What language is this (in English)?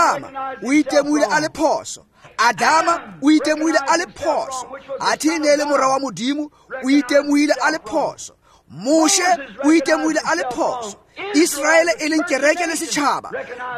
Tswana